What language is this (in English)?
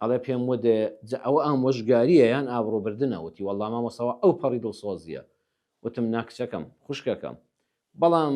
Central Kurdish